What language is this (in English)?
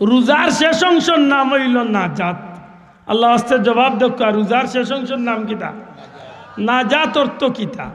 Sylheti